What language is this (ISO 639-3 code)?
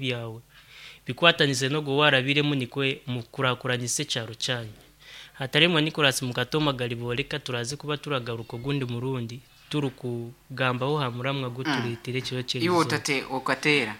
nyn